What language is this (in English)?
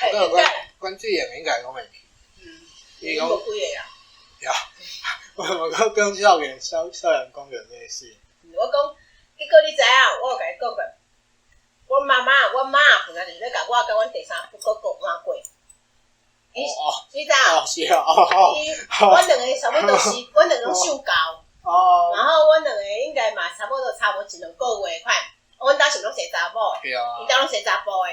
Min Nan Chinese